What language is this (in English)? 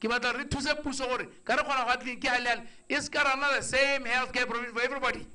Tswana